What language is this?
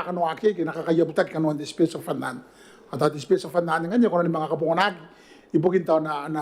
Gilbertese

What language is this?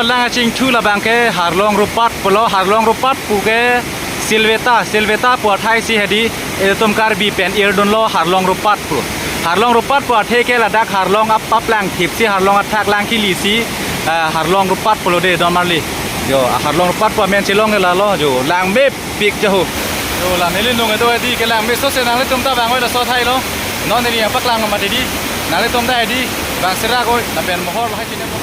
Karbi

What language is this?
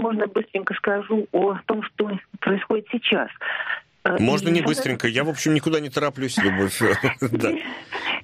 Russian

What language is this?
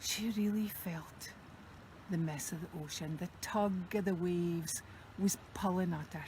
Scots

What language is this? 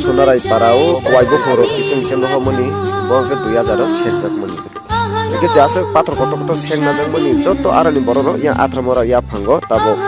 Kok Borok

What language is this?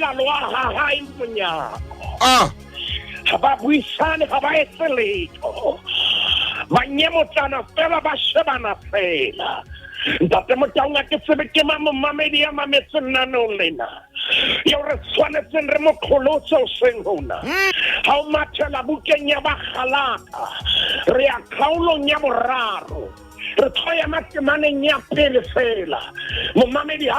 Southern Sotho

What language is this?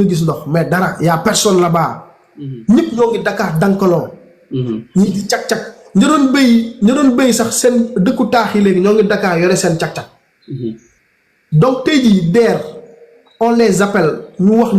Wolof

